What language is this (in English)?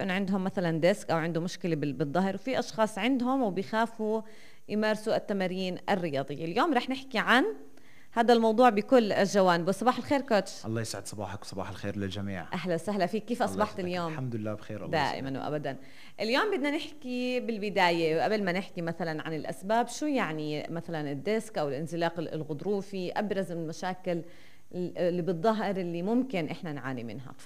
North Levantine Arabic